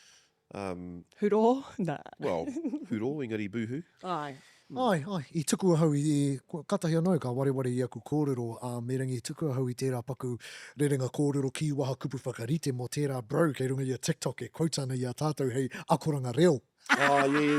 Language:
Māori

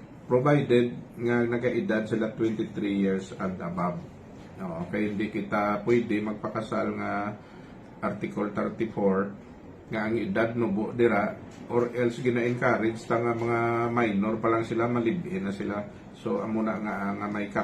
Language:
Hiligaynon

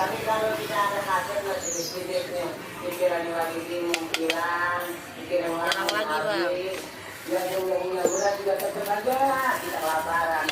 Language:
Betawi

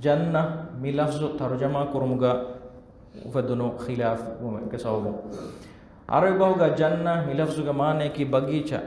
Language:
Divehi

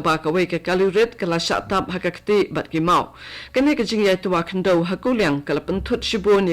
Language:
Khasi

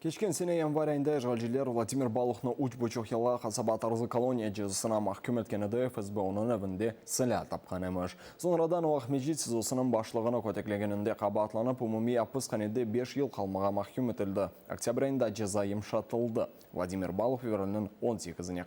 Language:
Crimean Tatar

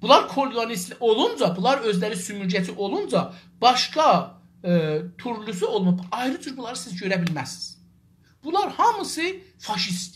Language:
South Azerbaijani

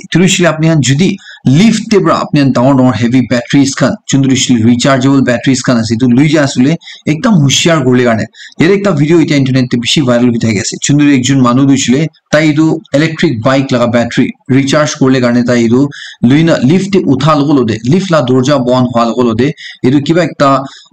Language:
Naga Pidgin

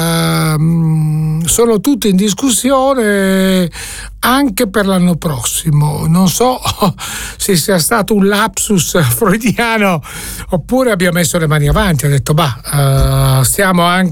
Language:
Italian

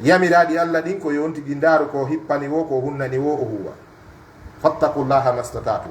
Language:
Pular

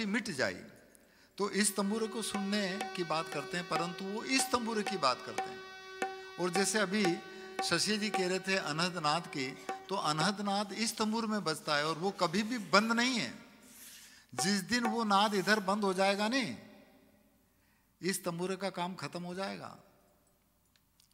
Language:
Hindi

